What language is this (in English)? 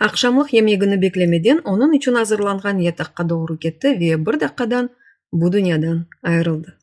Crimean Tatar